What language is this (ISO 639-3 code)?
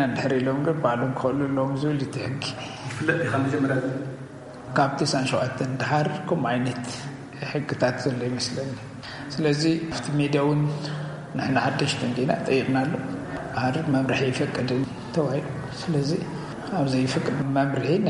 tir